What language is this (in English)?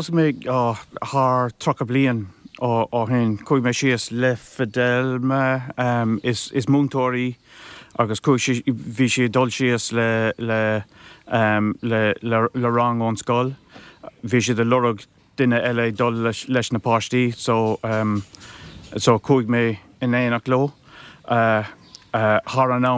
Irish